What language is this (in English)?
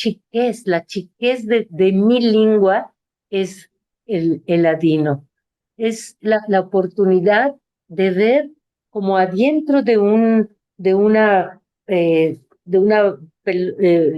Ladino